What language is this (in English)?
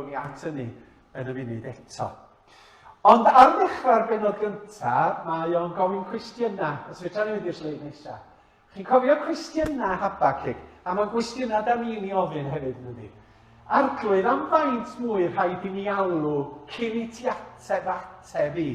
Welsh